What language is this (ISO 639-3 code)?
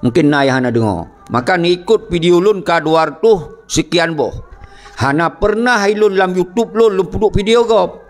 ace